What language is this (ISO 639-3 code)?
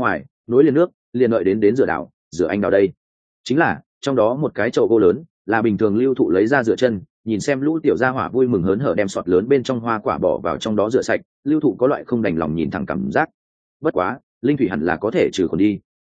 vie